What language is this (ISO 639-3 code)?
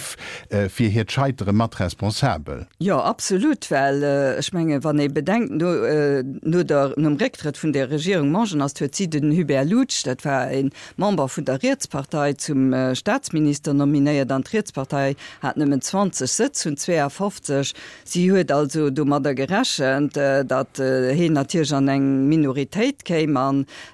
ltz